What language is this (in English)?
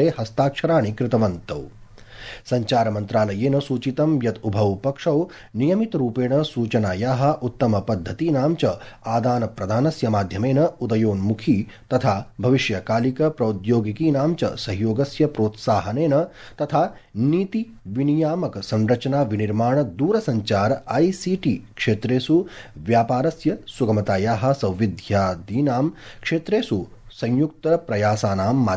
Sanskrit